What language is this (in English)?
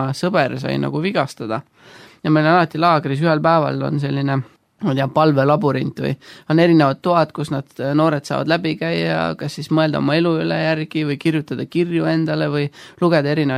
Estonian